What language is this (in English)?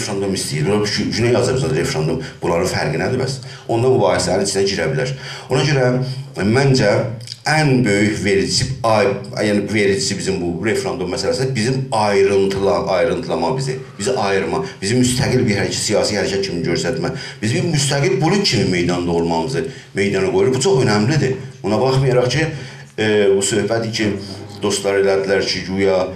South Azerbaijani